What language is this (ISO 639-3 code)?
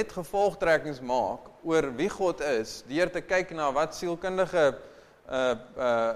afr